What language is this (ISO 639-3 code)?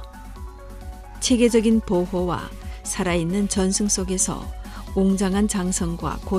kor